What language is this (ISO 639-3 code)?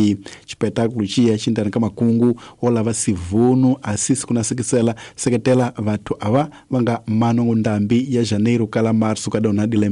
tso